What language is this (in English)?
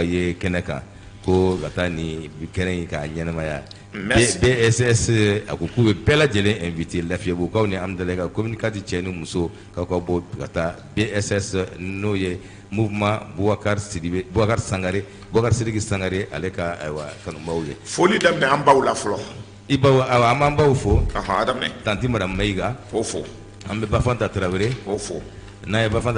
Bambara